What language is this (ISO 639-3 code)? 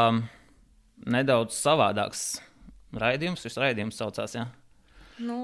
lav